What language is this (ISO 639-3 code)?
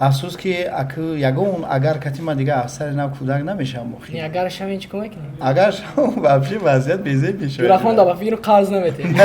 tgk